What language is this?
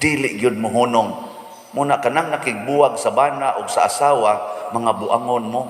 Cebuano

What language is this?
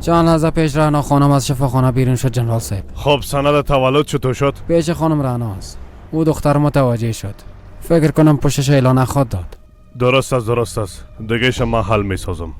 Persian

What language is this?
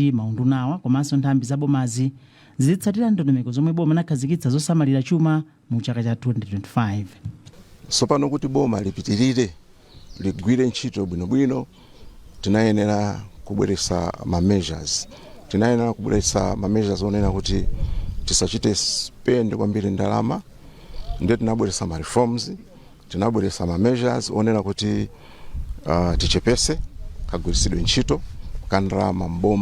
Nyanja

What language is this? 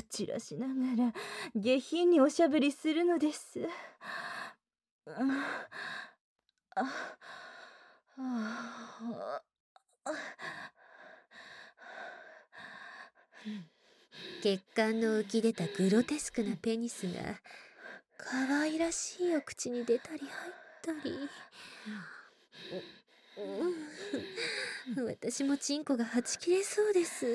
Japanese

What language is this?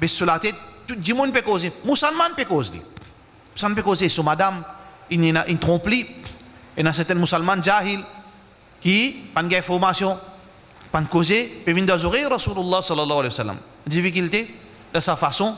Morisyen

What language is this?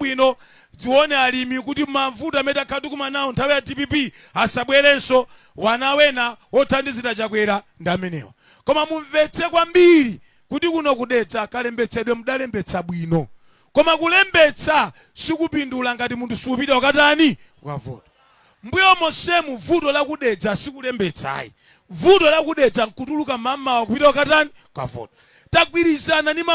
Nyanja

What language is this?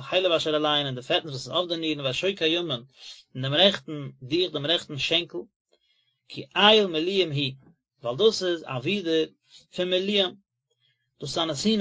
Yiddish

